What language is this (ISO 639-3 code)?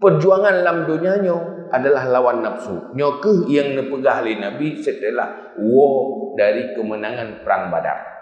ace